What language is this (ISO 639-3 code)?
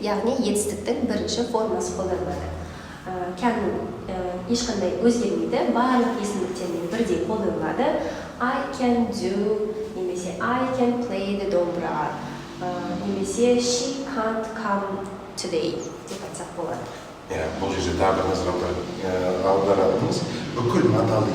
kaz